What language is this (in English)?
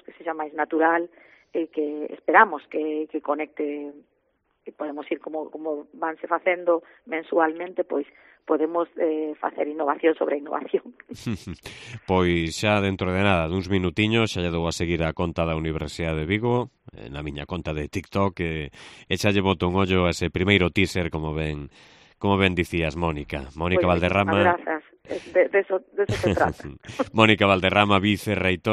Galician